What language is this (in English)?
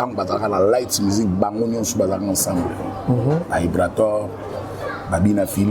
Lingala